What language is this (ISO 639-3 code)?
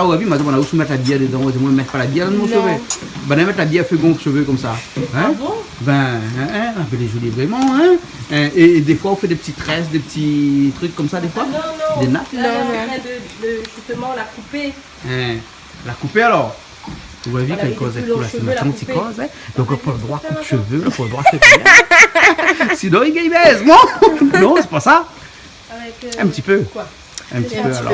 rcf